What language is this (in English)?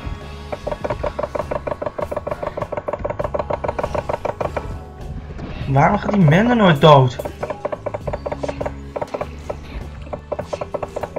Dutch